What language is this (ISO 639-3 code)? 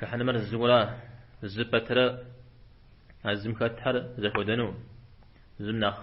kbd